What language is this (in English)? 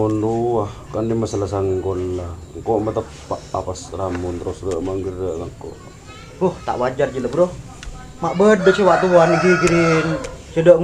Madurese